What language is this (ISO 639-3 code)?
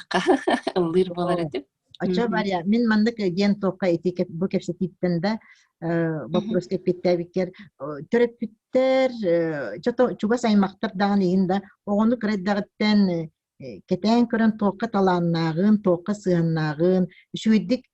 sah